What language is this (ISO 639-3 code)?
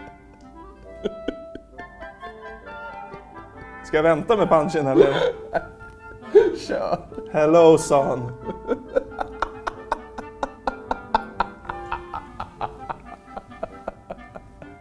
swe